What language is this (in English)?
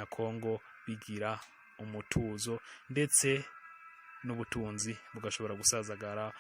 Rundi